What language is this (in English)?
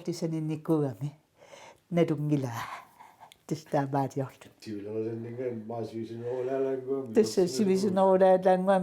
Kalaallisut